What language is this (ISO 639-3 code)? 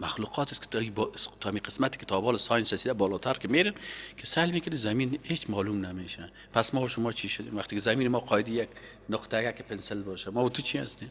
fas